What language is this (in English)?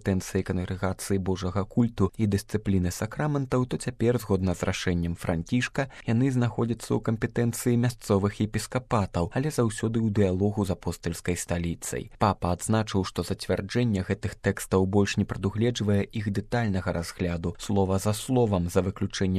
Belarusian